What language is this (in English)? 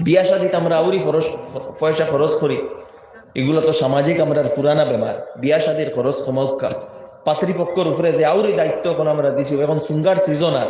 Sylheti